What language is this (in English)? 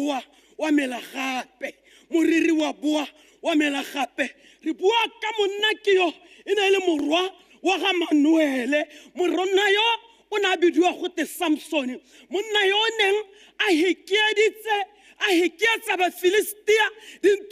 Tswana